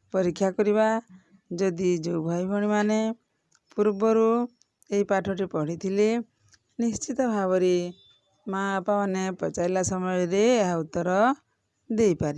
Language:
Odia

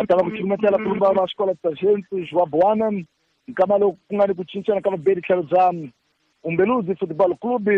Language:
Tsonga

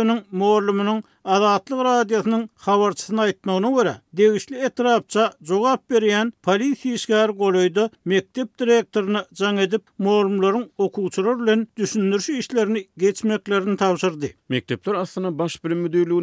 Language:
Turkmen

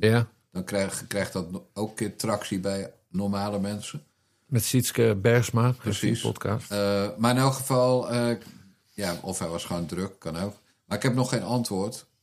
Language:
Dutch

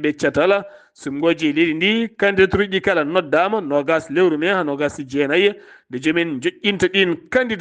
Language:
Fula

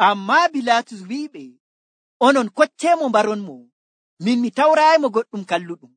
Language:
Nigerian Fulfulde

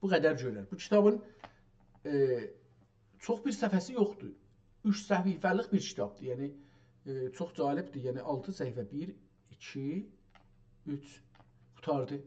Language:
South Azerbaijani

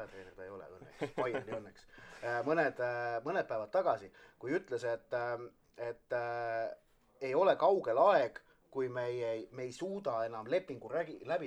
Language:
Estonian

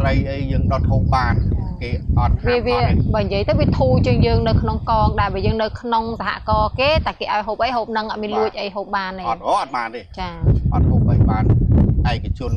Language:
Khmer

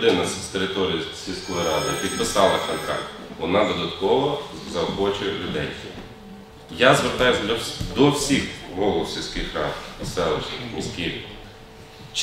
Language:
Ukrainian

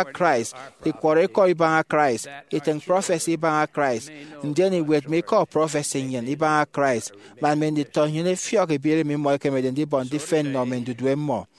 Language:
Efik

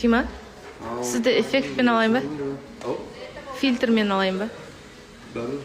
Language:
Kazakh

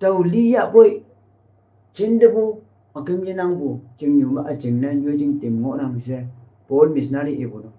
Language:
Konyak Naga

